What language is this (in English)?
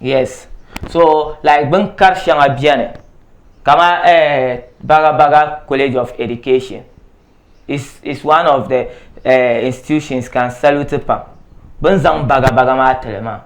Dagbani